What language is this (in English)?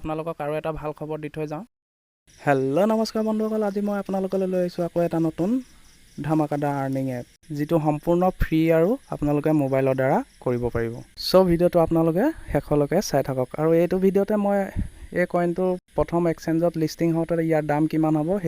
Assamese